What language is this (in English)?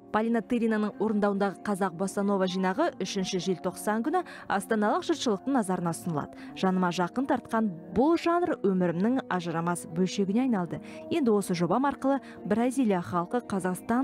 Kazakh